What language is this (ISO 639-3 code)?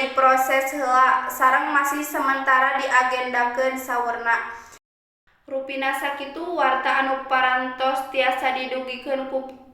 sun